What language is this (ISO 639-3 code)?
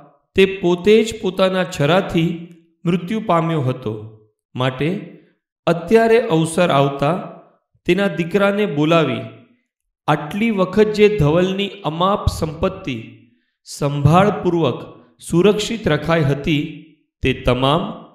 guj